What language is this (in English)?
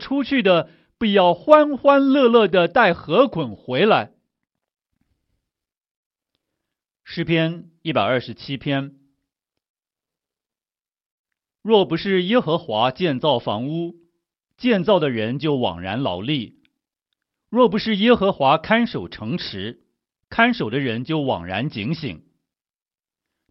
Chinese